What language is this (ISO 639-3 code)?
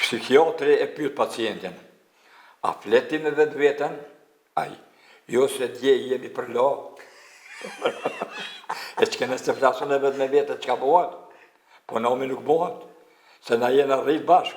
sqi